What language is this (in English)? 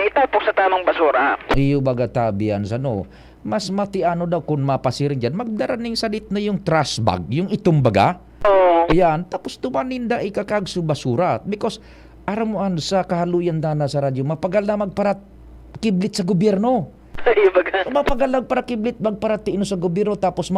Bikol